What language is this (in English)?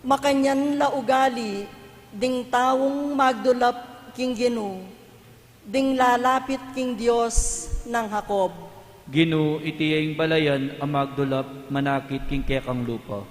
Pampanga